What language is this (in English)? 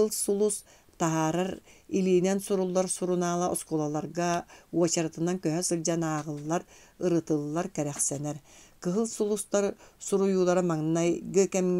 Yakut